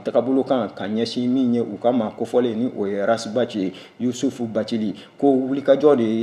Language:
Bambara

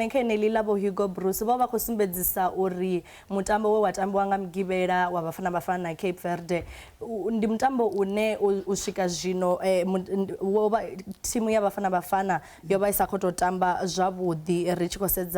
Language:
Venda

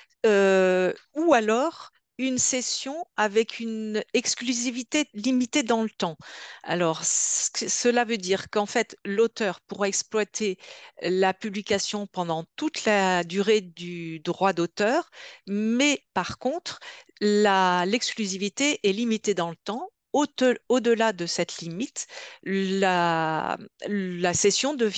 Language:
French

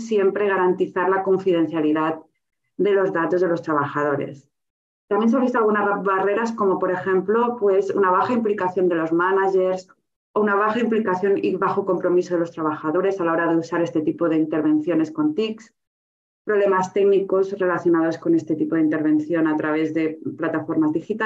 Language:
Spanish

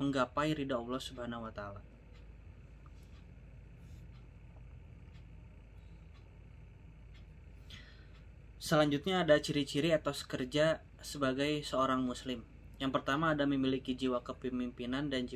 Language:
Indonesian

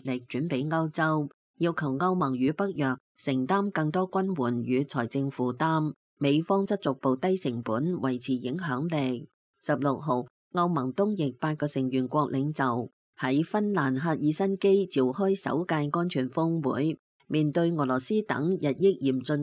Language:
Cantonese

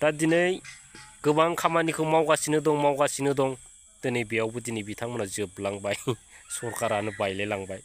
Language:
Bodo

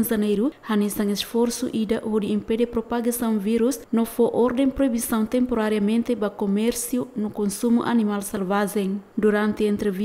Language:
Tetum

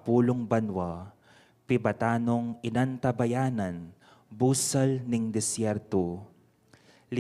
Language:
Pampanga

